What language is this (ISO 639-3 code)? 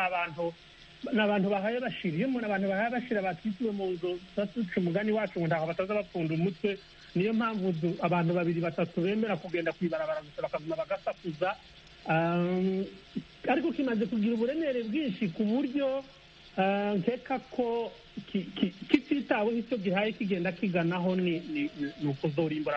kin